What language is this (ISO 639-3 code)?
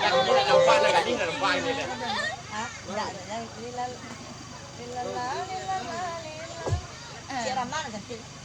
min